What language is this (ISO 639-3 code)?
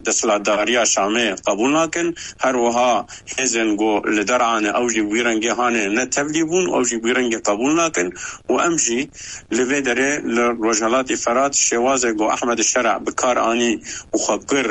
kur